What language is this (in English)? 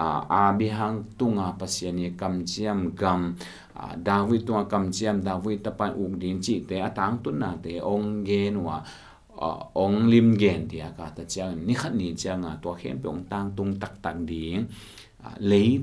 Tedim Chin